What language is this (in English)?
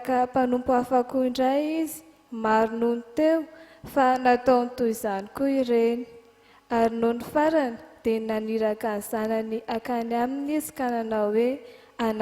Malagasy